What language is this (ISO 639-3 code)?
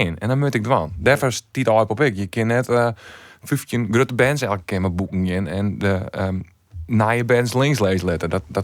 fry